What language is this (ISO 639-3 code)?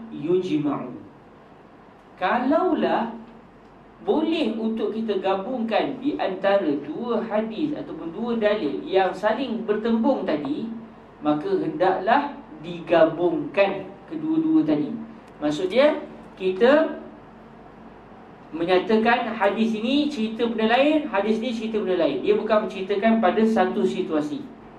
msa